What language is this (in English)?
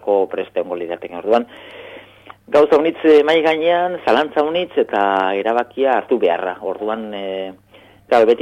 Basque